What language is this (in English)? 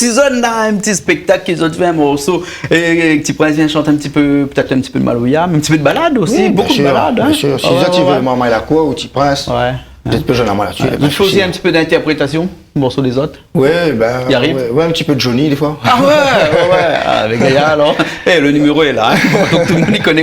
Réunion Creole French